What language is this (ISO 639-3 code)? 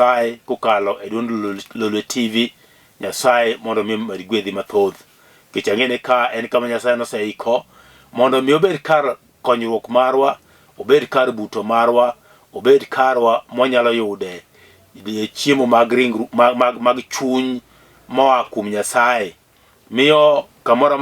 luo